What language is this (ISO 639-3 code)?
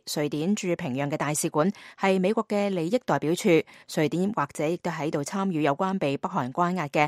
yue